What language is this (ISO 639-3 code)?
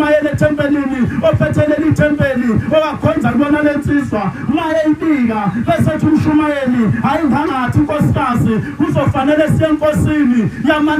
zul